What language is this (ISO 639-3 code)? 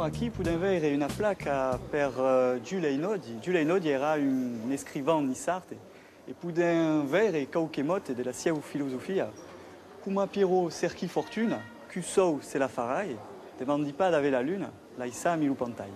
oci